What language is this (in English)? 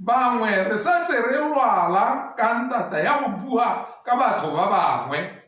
Tswana